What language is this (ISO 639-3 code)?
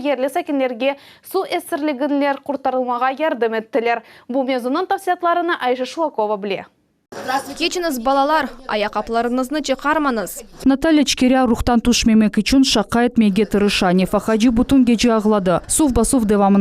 crh